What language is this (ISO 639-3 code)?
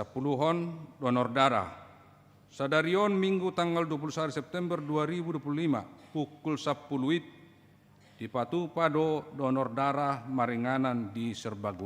bbc